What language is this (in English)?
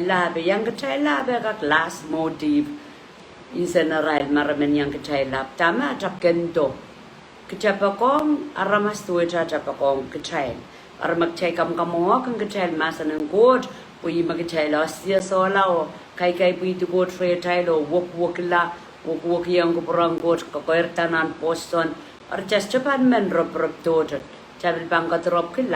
Pohnpeian